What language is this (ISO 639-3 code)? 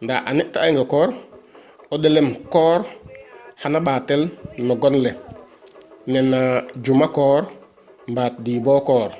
srr